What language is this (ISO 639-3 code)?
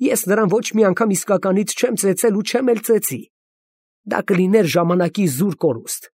hye